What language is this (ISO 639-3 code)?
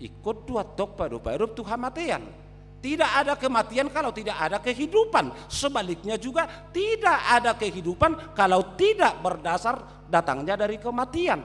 bbc